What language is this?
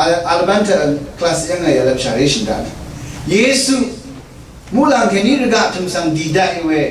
Rawang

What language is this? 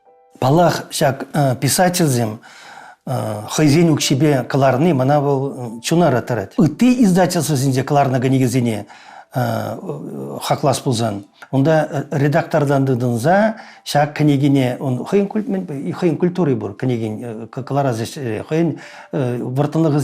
Chuvash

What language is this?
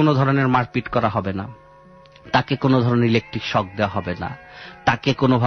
Bangla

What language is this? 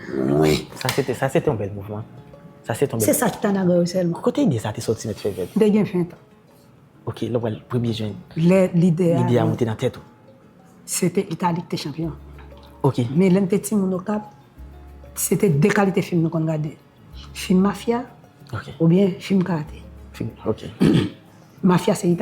Haitian Creole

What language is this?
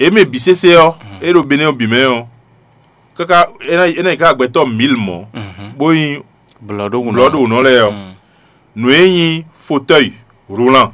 Fon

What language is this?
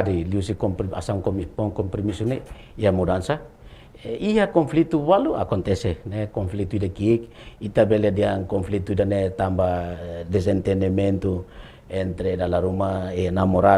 Tetum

